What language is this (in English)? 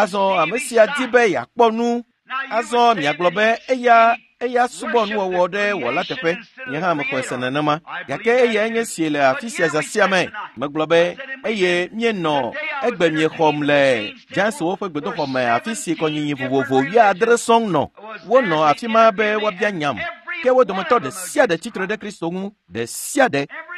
Ewe